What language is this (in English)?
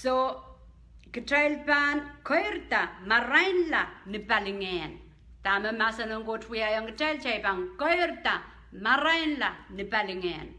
Pohnpeian